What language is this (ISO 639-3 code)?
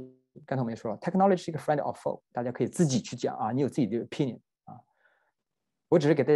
zho